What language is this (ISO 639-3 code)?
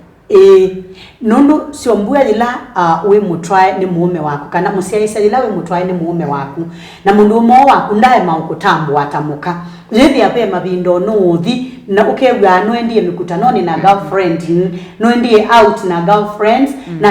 kam